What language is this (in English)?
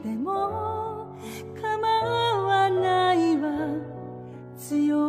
Japanese